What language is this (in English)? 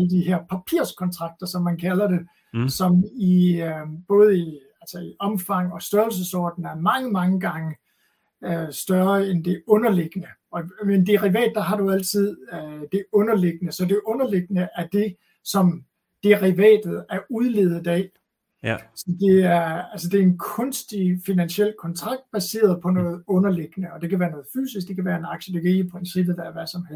Danish